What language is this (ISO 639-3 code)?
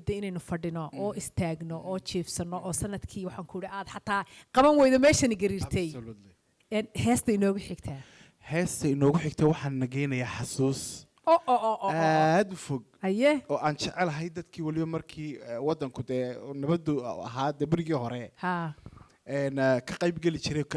som